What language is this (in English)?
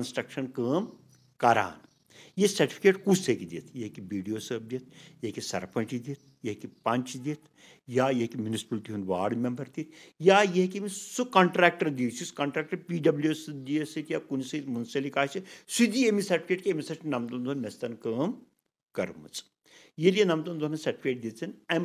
Kashmiri